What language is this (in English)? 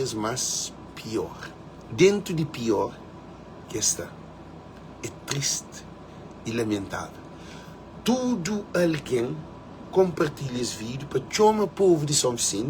Kabuverdianu